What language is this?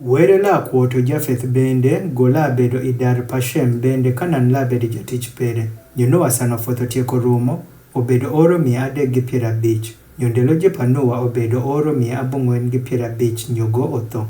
Adhola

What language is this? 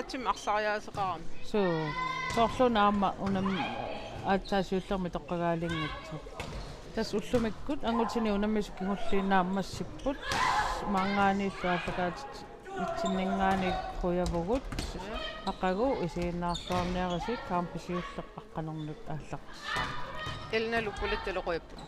Kalaallisut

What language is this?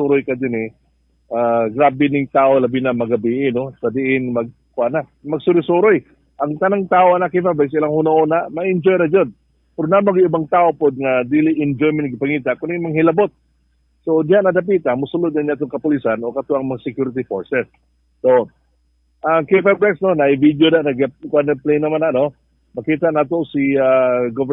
Cebuano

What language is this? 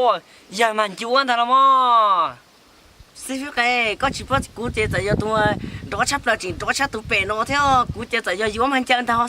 Hmong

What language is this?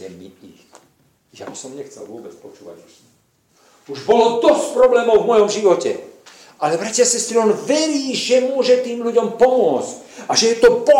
Slovak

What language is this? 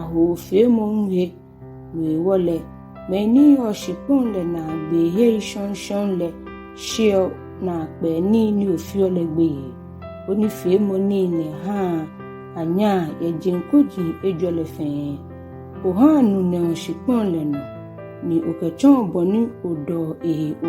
Ga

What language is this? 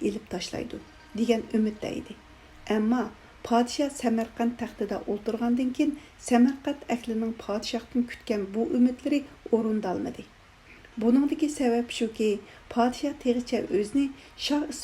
Uyghur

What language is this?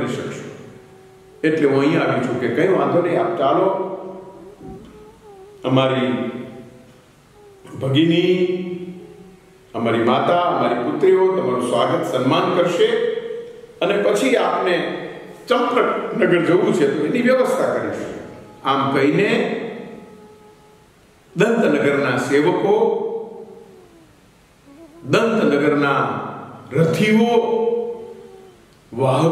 Gujarati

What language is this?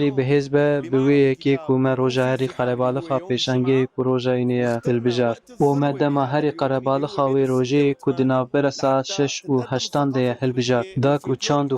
Kurdish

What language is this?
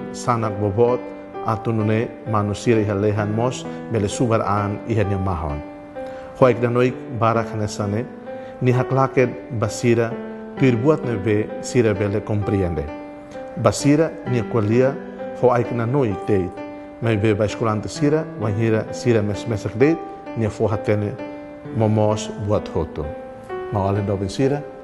Tetum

